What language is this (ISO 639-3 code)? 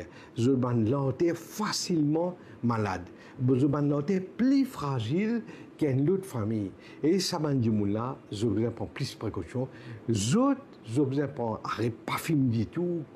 mfe